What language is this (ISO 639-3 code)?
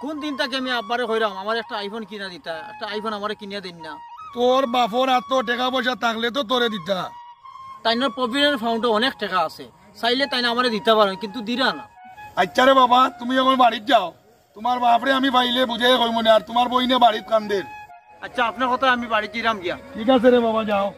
syl